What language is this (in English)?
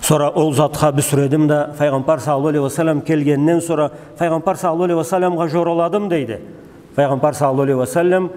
Karachay-Balkar